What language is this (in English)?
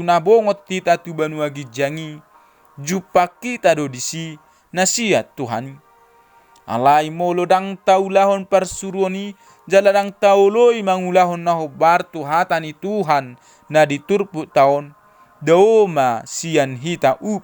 Batak Toba